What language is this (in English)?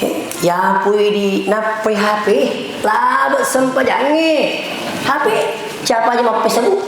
Buginese